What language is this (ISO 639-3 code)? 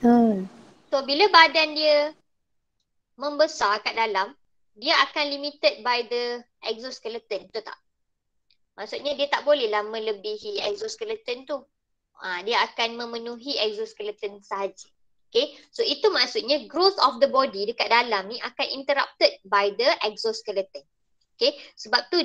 msa